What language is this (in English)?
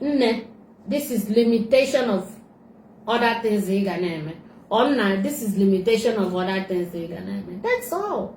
Igbo